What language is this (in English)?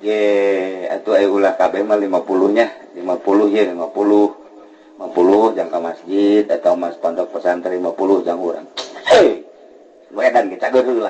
Sundanese